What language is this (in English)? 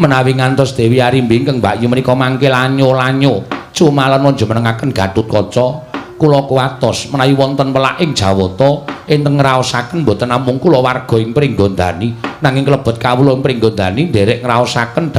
Javanese